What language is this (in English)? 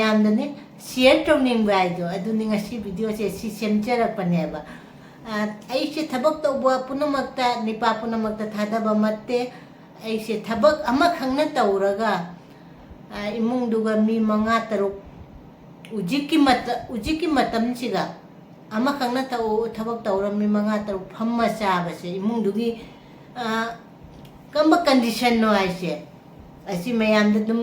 Manipuri